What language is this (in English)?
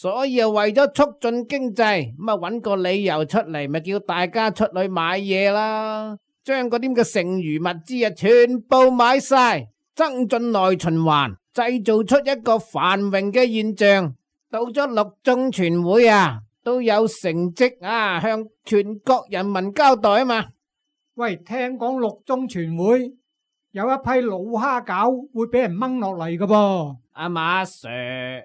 Cantonese